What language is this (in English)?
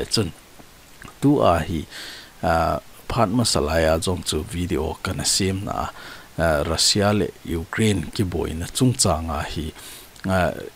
Thado Chin